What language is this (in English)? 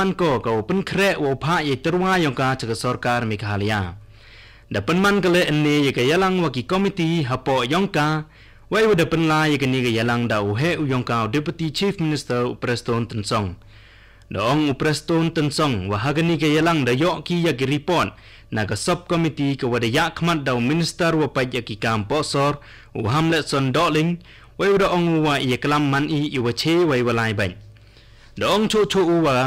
Khasi